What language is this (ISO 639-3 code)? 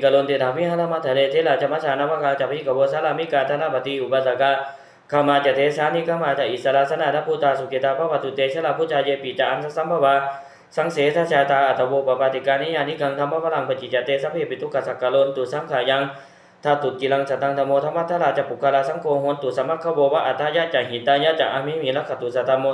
pli